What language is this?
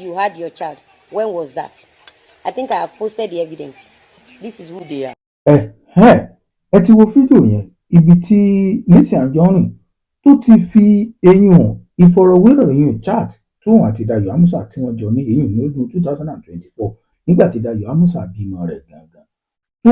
Yoruba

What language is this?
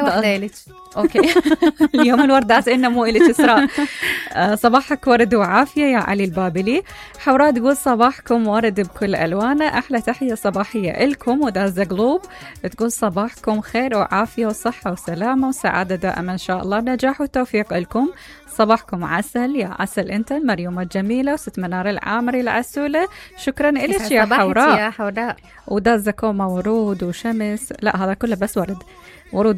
Mesopotamian Arabic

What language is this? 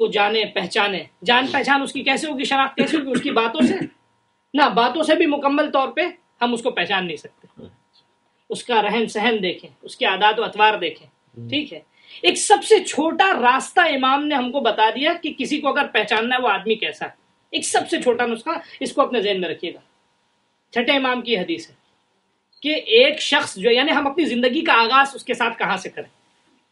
Urdu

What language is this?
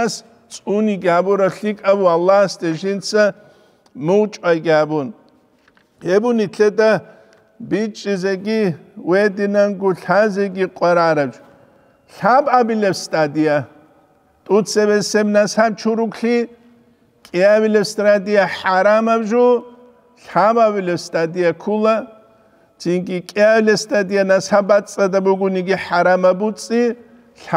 Avaric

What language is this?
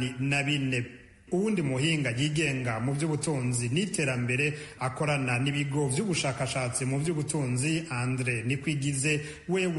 Rundi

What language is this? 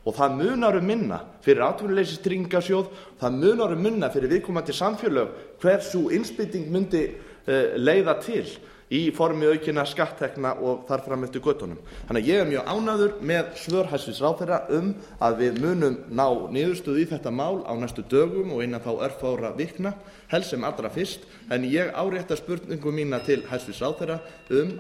Icelandic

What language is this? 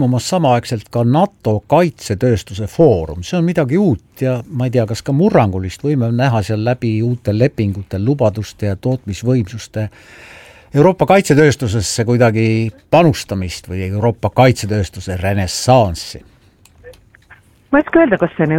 Estonian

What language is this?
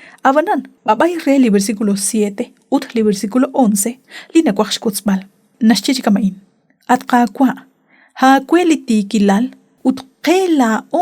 Kekchí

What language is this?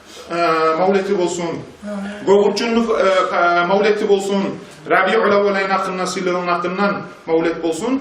Kumyk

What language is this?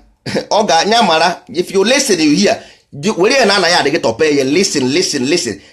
Igbo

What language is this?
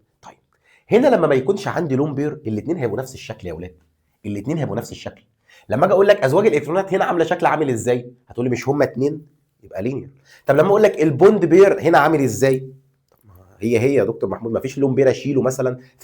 Egyptian Arabic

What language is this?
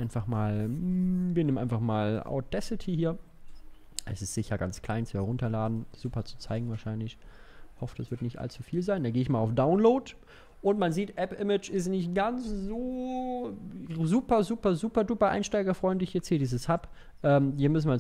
German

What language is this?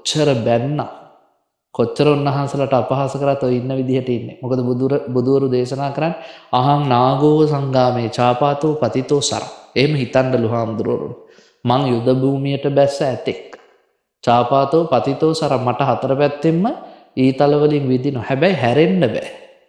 Sinhala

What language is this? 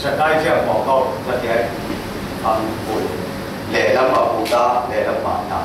Falam Chin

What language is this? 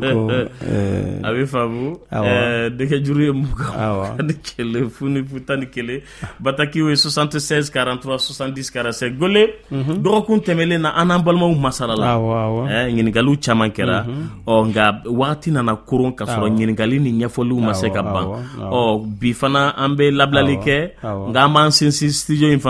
Bambara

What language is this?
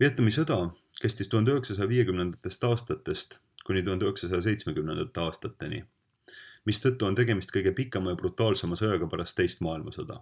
Estonian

